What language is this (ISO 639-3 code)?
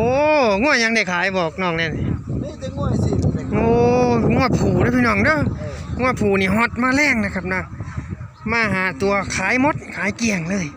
tts